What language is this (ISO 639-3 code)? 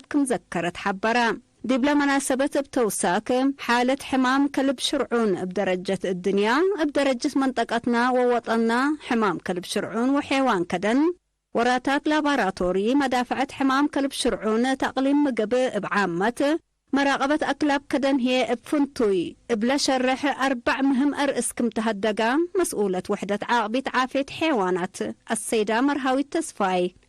tig